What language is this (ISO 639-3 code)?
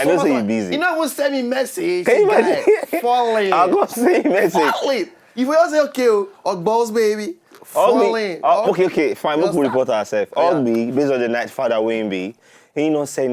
pcm